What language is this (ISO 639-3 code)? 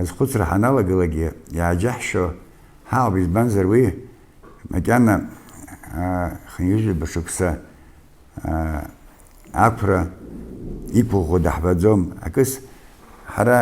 abk